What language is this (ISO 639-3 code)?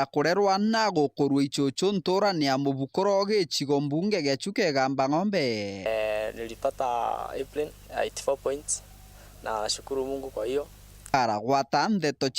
mer